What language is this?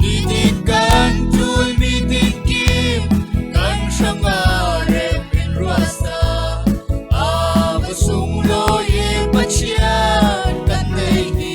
Falam Chin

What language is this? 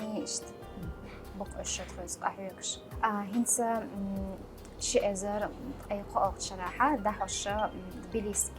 Chechen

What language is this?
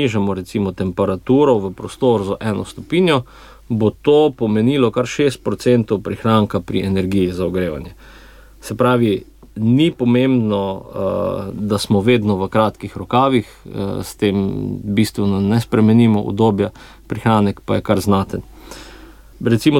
Slovenian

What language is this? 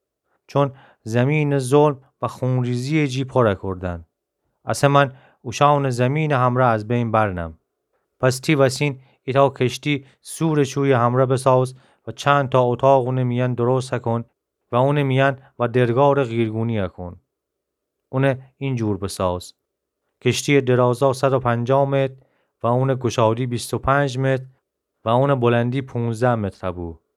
Gilaki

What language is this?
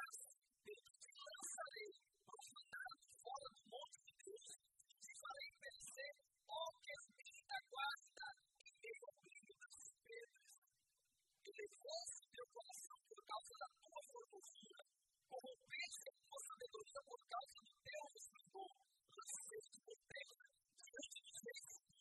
Portuguese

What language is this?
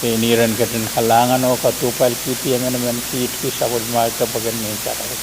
Pohnpeian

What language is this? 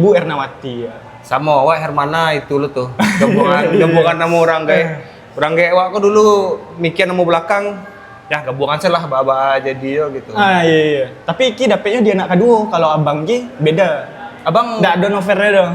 Minangkabau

